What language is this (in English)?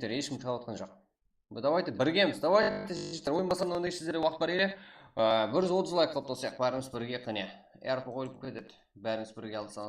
Kara-Kalpak